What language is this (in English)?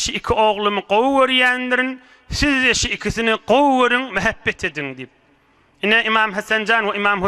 Turkmen